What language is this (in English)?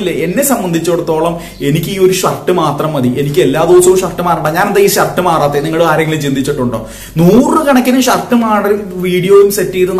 Malayalam